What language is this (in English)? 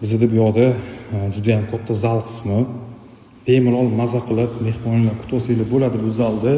Uzbek